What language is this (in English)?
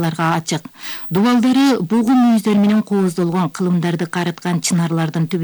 Kyrgyz